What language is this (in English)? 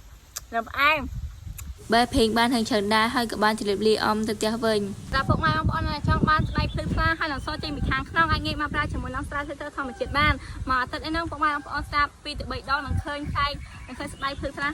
Khmer